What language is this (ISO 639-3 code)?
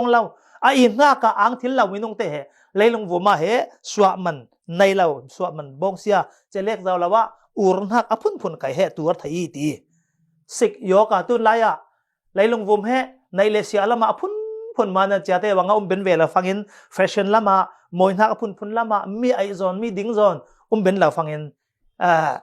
cfm